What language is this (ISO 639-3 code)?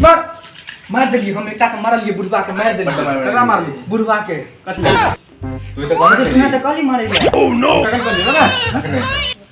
mai